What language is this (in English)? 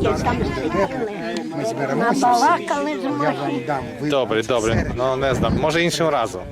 Rusyn